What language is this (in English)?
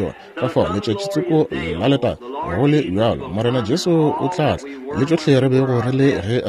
Northern Sotho